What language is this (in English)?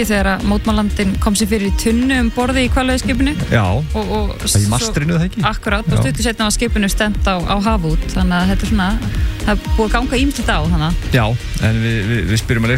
Icelandic